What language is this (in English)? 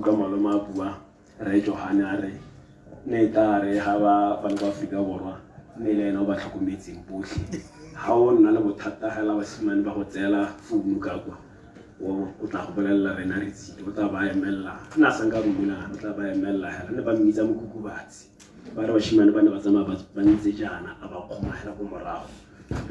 Tswana